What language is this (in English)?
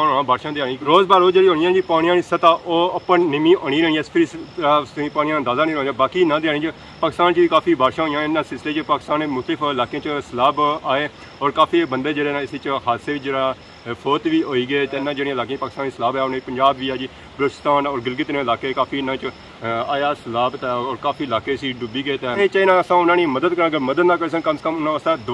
Pahari-Potwari